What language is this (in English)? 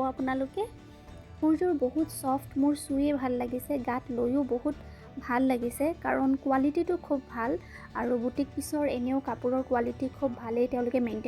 Assamese